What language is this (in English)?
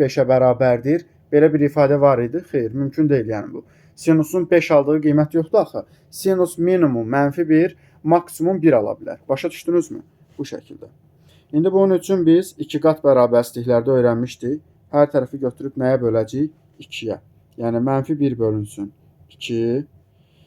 Azerbaijani